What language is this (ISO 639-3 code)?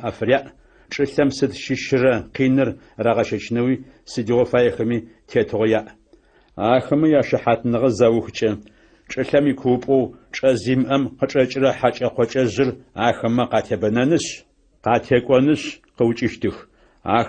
ady